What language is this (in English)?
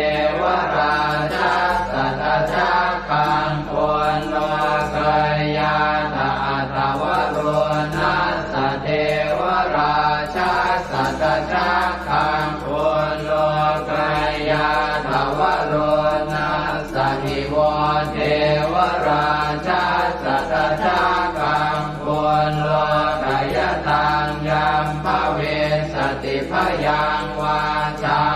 Pali